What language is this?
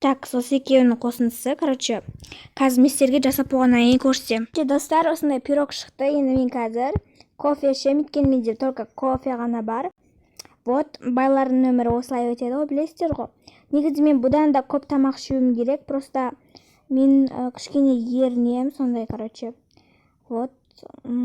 Kazakh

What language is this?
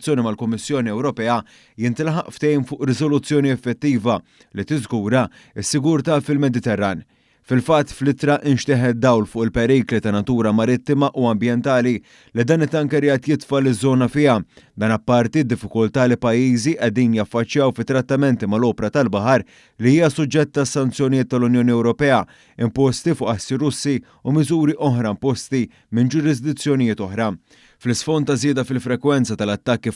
Maltese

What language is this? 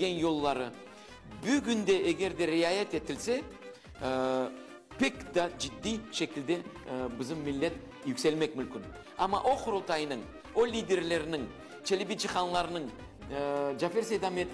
Crimean Tatar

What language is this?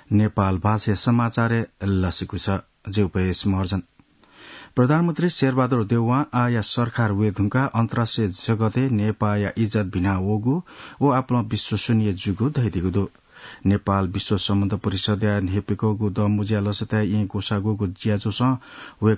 Newari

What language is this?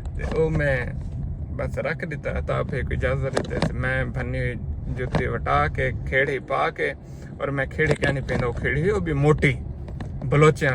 Saraiki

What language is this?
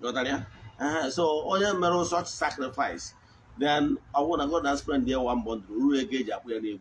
Igbo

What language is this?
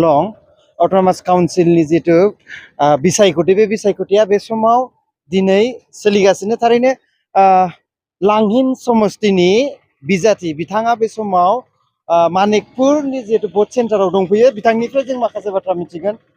Bodo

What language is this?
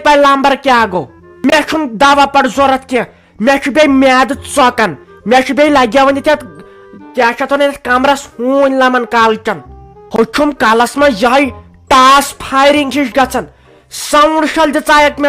Kashmiri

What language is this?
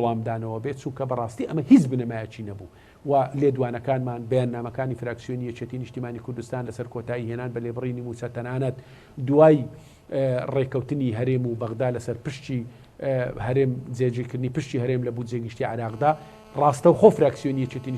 Central Kurdish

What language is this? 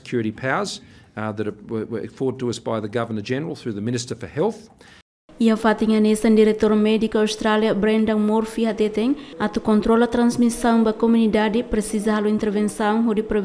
Tetum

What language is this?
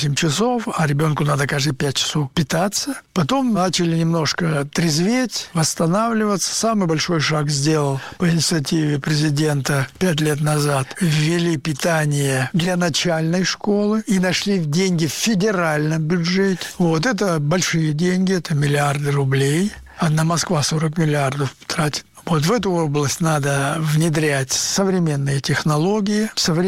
Russian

